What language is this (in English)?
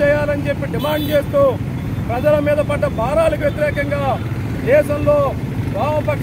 Telugu